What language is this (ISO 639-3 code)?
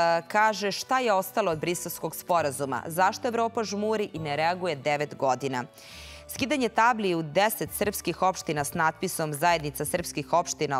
srp